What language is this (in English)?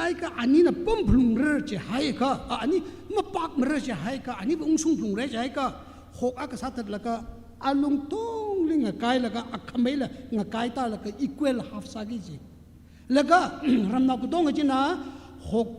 Tangkhul Naga (India)